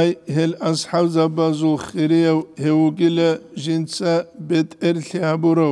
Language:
Avaric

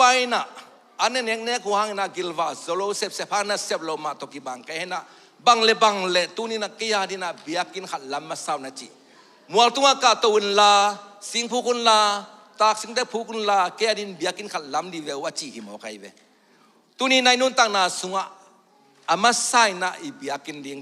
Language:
Tedim Chin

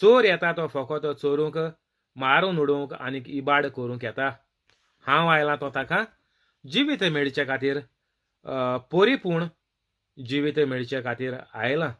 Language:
Konkani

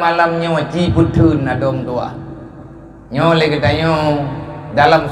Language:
Achinese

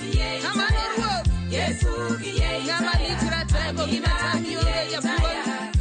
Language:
Luo (Kenya and Tanzania)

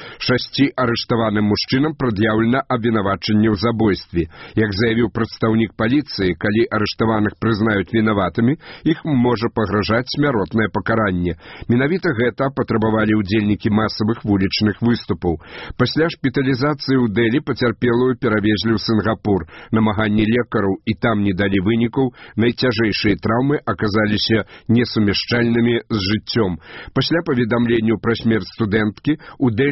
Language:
Belarusian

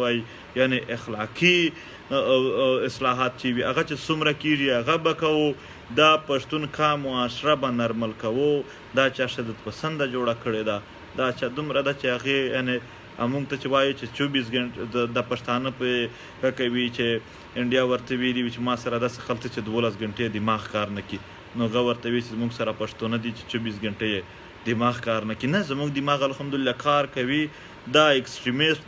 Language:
Pashto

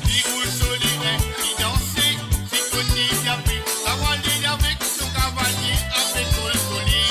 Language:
Morisyen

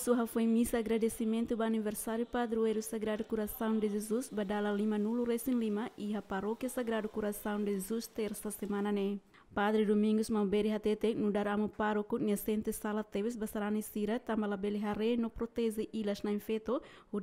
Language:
Tetum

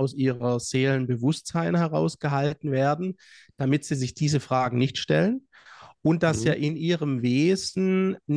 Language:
German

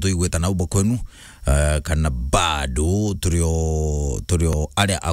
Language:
Meru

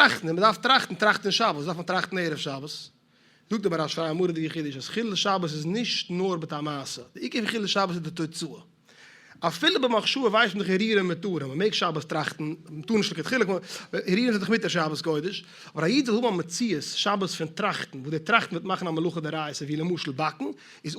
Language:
Yiddish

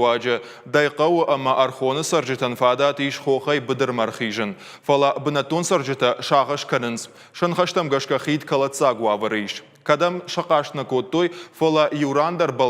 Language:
Ossetic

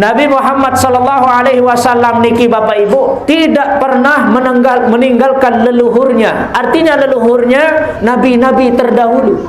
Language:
Sasak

